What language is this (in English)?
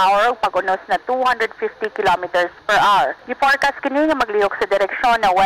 Cebuano